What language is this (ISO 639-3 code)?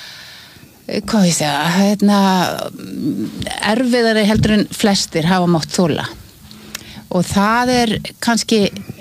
isl